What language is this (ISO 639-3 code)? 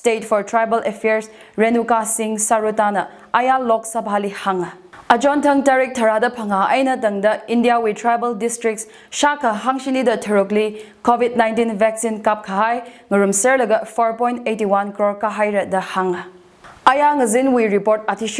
nmf